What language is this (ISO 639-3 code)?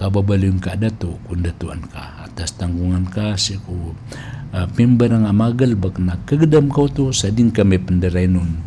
mrw